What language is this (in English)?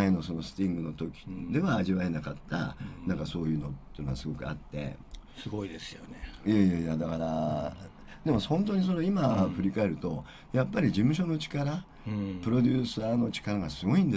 Japanese